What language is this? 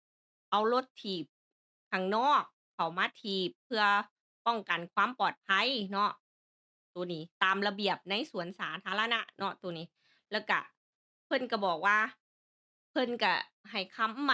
Lao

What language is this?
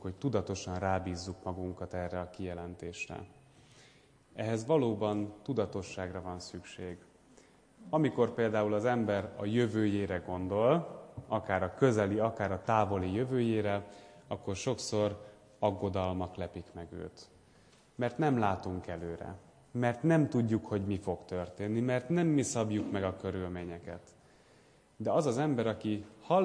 Hungarian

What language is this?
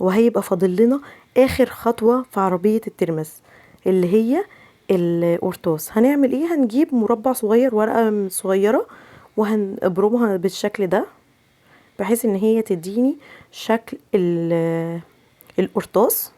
Egyptian Arabic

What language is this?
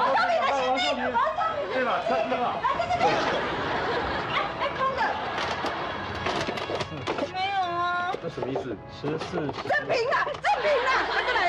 Chinese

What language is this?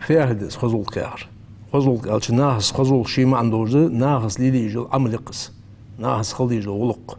Ingush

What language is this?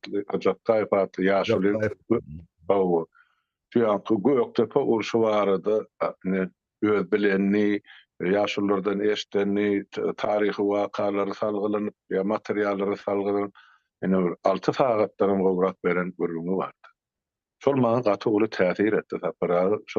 Turkmen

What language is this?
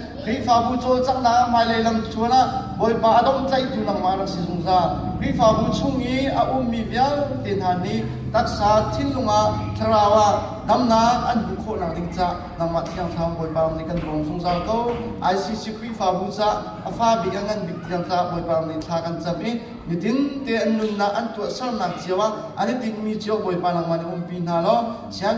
Hakha Chin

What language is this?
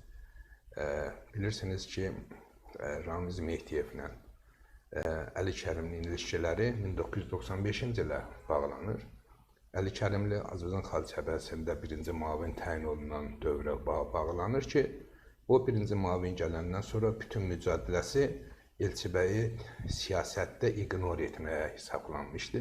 Azerbaijani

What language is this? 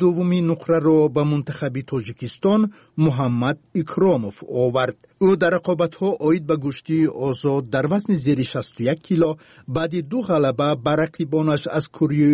Tajik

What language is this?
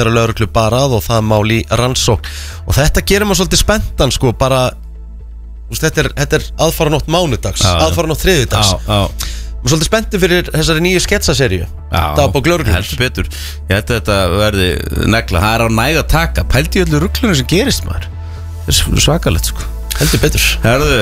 Icelandic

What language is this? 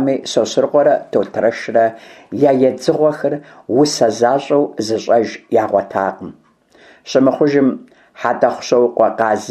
Kabardian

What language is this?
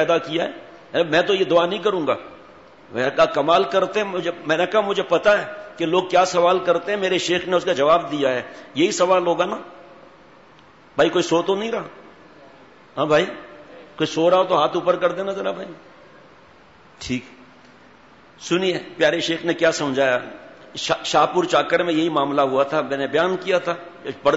Urdu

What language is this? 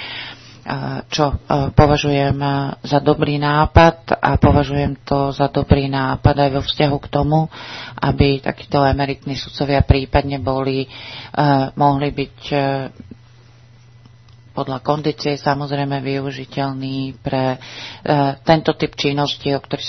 Slovak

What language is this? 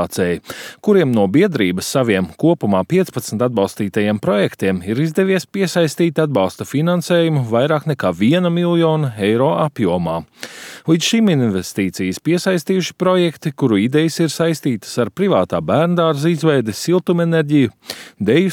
Latvian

